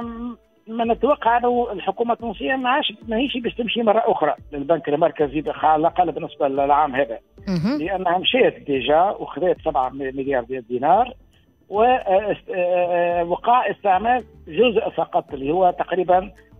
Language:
Tunisian Arabic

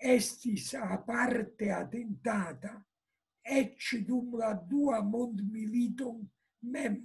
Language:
Esperanto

